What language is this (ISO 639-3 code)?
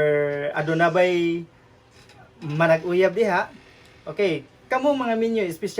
ceb